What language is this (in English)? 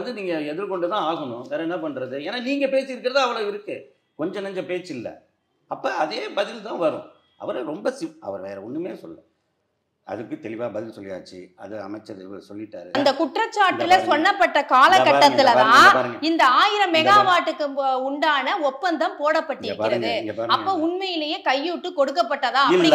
Tamil